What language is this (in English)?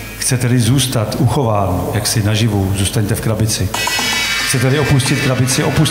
Czech